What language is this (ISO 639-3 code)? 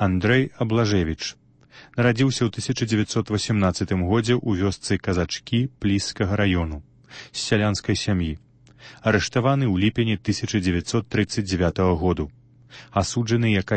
bel